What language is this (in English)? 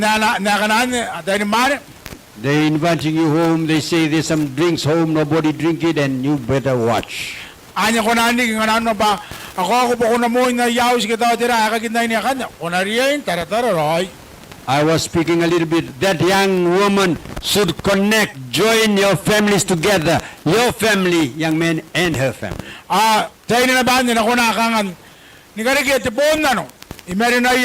Gilbertese